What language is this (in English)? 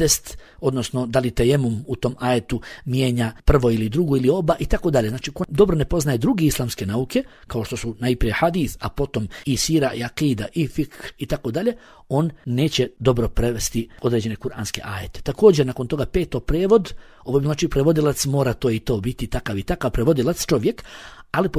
Bosnian